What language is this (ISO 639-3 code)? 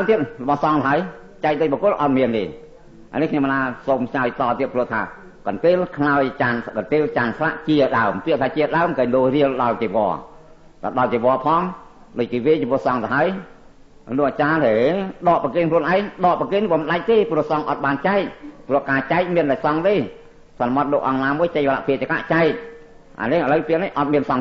khm